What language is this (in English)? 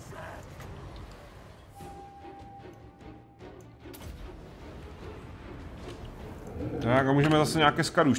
Czech